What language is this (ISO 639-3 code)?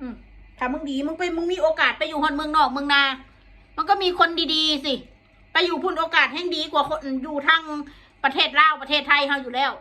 tts